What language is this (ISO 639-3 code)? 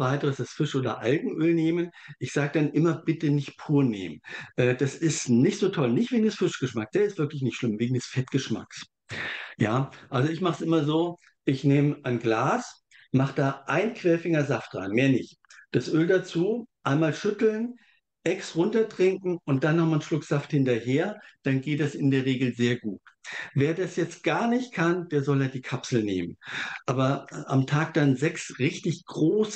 deu